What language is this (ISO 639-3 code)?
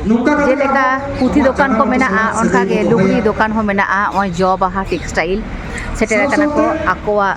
sat